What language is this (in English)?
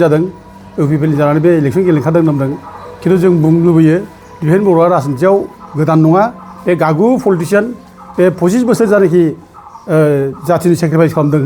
Bodo